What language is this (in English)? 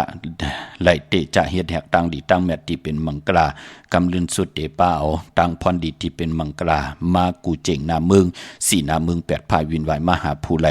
Shan